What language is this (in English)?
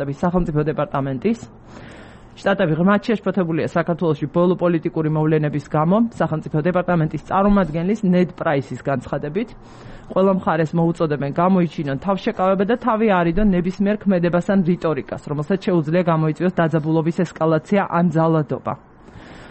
Georgian